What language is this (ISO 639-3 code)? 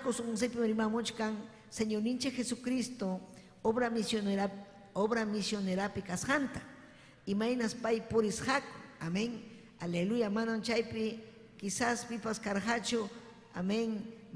quy